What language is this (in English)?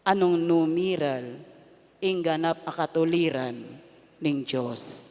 Pampanga